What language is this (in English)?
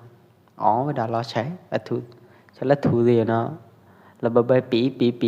Pwo Eastern Karen